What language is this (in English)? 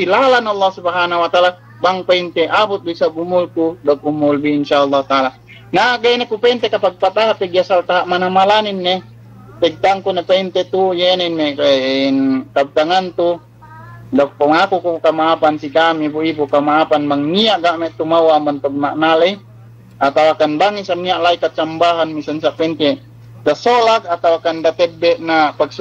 Yakan